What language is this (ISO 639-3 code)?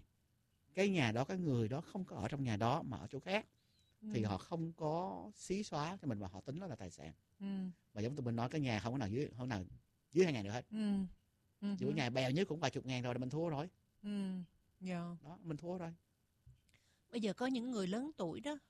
vie